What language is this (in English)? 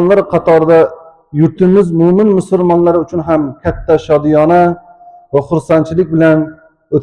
Uzbek